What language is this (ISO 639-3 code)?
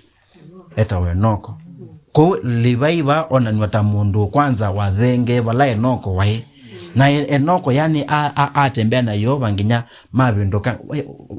kam